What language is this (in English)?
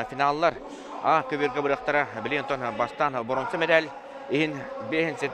Yakut